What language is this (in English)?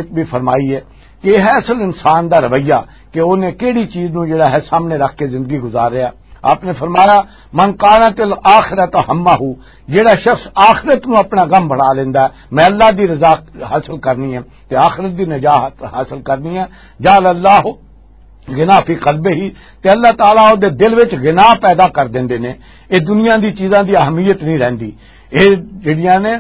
Western Panjabi